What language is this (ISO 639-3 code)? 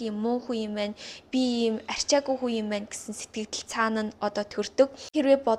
mon